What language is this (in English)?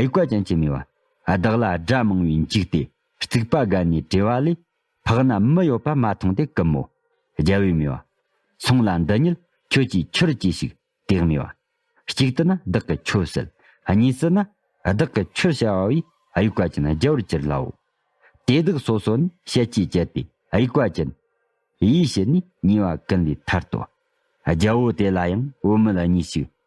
Tibetan